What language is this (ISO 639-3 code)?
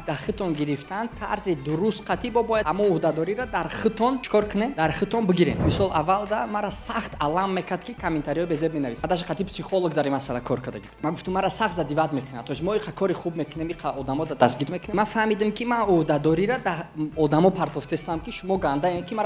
tgk